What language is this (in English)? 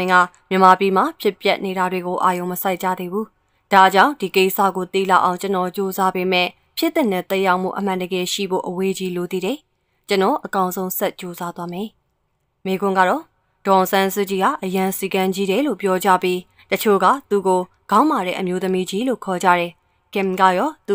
Burmese